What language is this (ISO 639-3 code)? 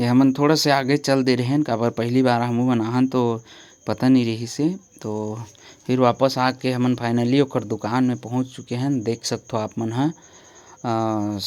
hne